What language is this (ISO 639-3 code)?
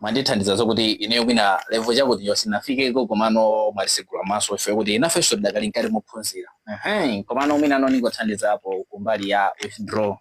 nya